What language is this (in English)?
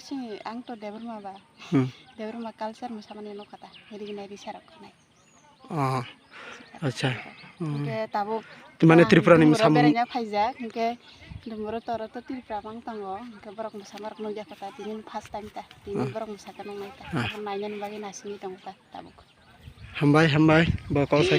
Kok Borok